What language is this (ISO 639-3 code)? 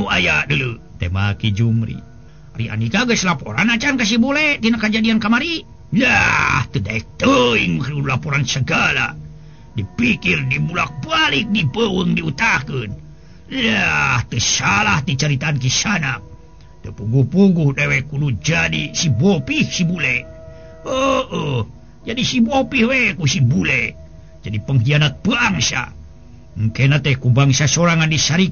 sun